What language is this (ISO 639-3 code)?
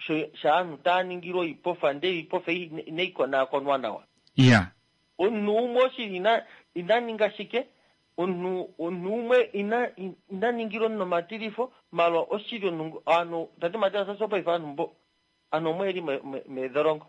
kua